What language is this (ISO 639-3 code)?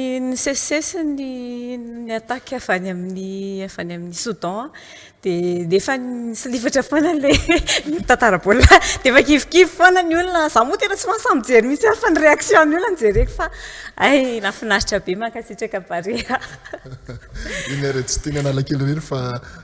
mlg